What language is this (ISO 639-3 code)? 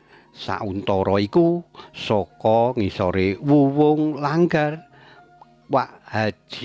jav